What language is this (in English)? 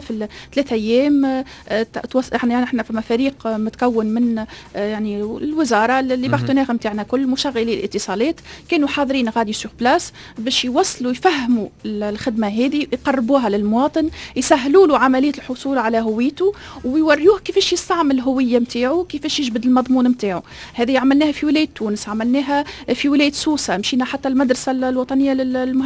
Tunisian Arabic